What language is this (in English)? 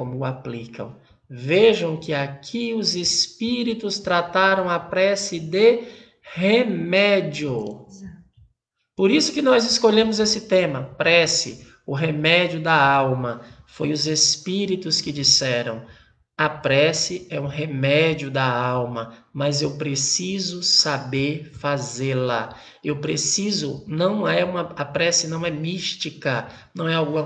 Portuguese